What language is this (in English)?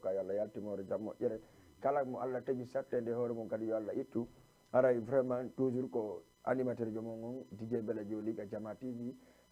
Fula